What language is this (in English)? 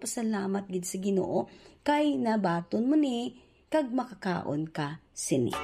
Hiligaynon